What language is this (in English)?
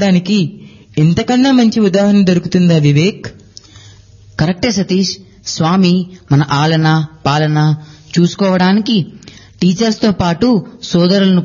Telugu